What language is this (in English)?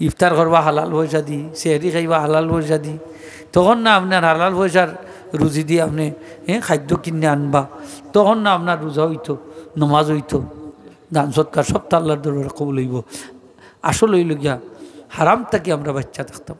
Sylheti